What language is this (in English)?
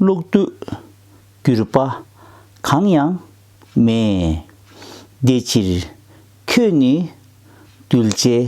Tibetan